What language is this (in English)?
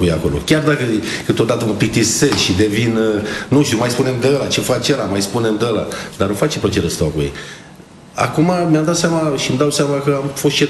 Romanian